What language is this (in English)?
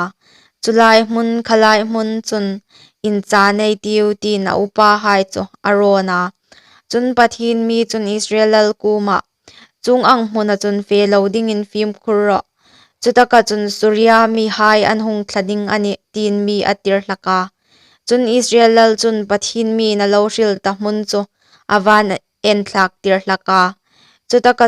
Hmar